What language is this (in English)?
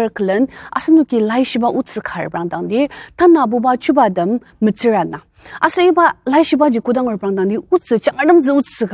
Ao Naga